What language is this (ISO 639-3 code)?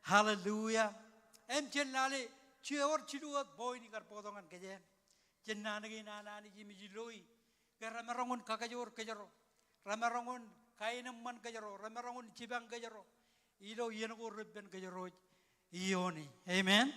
mah